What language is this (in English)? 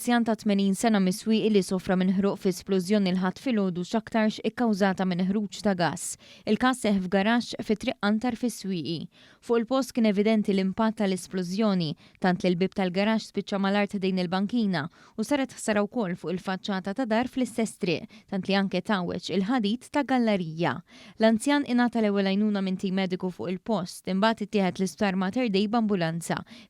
Maltese